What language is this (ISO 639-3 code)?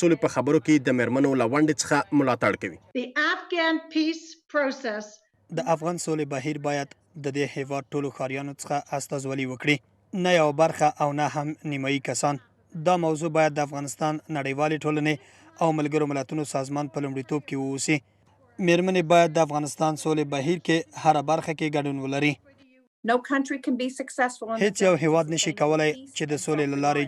pus